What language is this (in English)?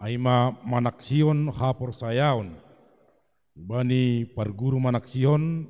Batak Simalungun